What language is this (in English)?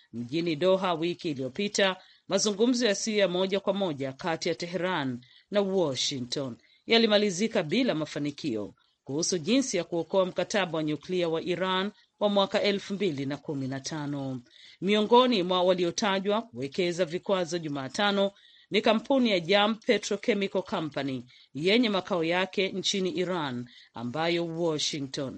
Swahili